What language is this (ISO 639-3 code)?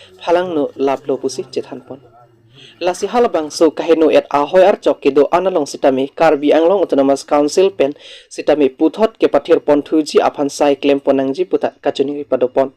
mjw